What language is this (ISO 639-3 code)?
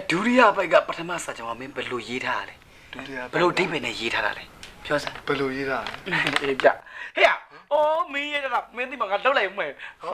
mya